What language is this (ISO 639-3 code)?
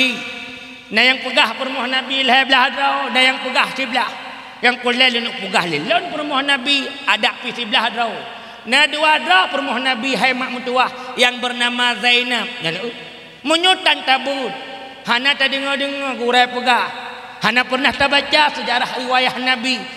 ace